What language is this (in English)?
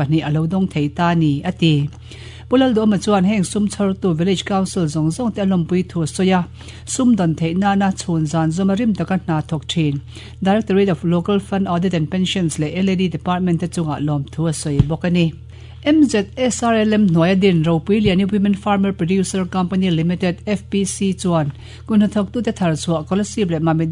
Mizo